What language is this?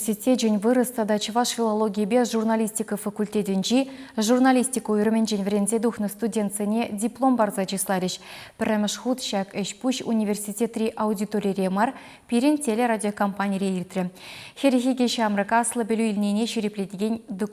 Chuvash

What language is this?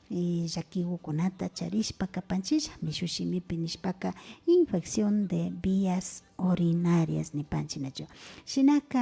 Imbabura Highland Quichua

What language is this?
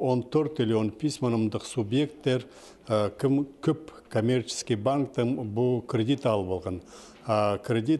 Khakas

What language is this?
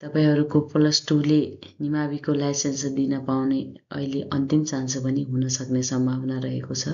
Nepali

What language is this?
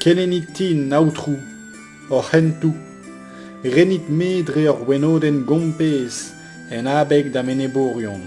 Breton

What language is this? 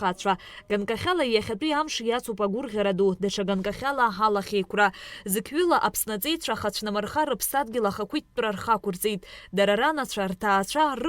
Abkhazian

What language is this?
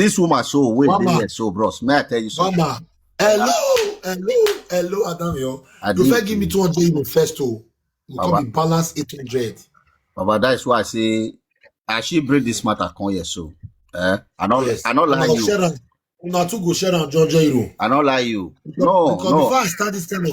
Nigerian Pidgin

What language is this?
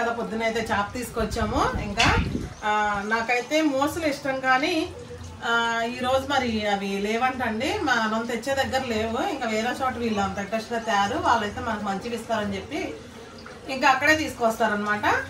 Telugu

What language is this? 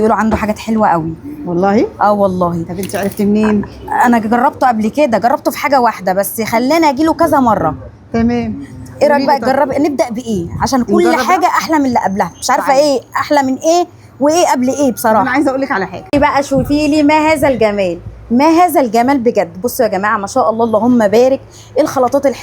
Egyptian Arabic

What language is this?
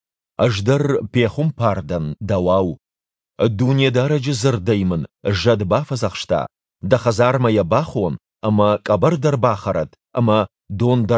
Ossetic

